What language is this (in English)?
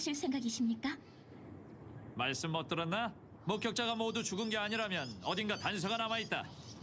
Korean